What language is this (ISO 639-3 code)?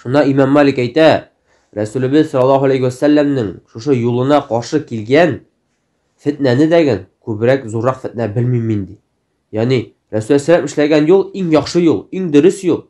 tat